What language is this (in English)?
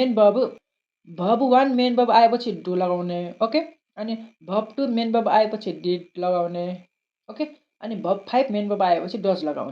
Nepali